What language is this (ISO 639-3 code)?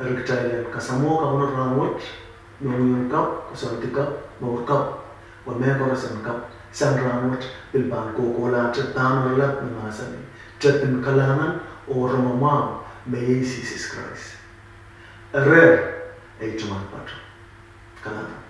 pon